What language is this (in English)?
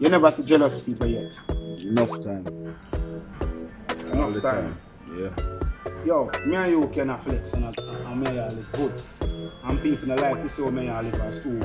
Jamaican Creole English